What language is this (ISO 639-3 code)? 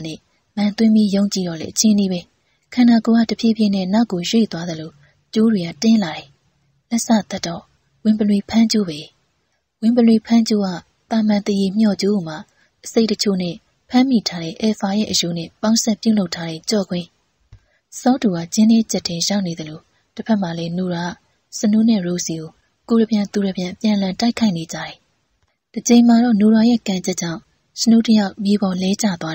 mya